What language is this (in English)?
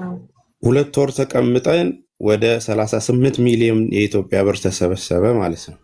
Amharic